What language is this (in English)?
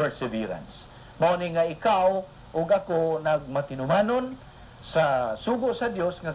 Cebuano